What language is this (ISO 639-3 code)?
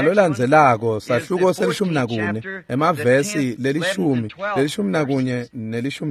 ssw